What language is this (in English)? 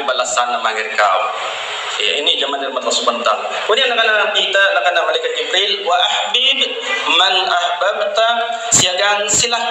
Makasar